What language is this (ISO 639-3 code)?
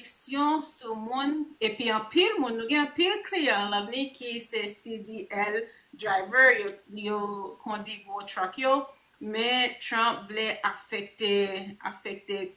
hat